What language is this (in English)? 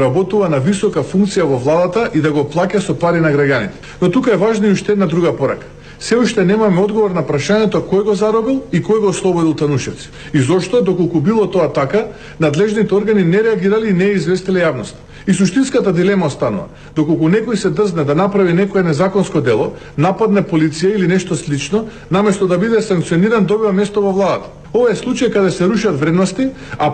Macedonian